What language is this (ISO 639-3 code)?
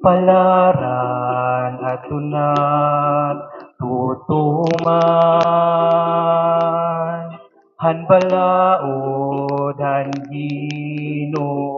war